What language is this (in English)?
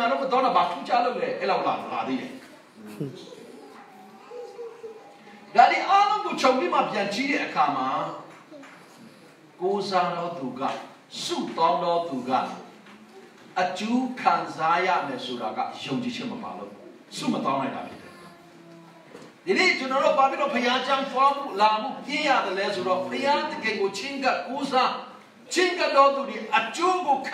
Burmese